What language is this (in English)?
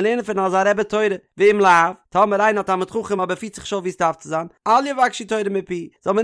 Yiddish